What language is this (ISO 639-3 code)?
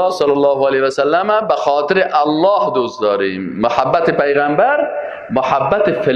fas